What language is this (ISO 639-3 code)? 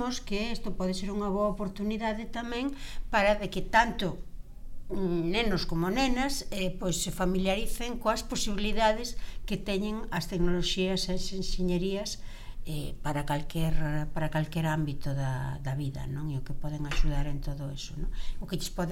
glg